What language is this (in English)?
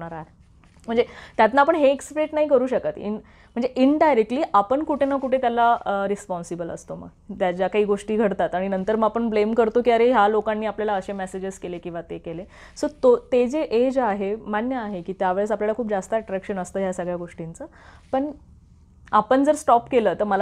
Marathi